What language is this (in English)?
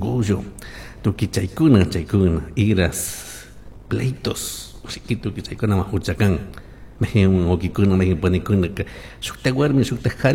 Chimborazo Highland Quichua